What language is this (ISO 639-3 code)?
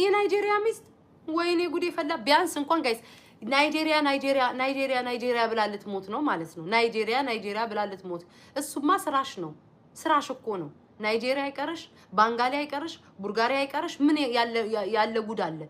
amh